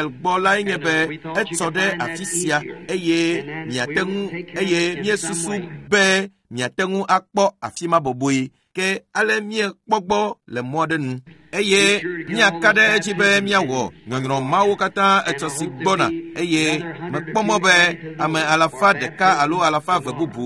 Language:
Ewe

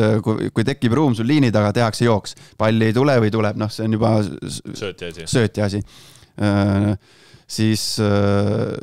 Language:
Estonian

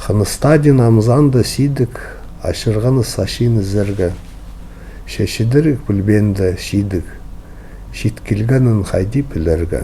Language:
Khakas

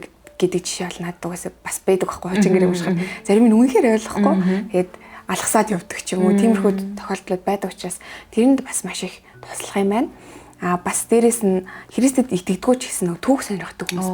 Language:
Mongolian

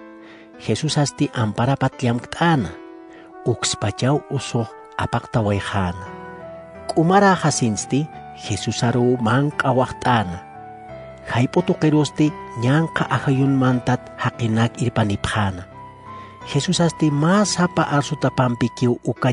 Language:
Aymara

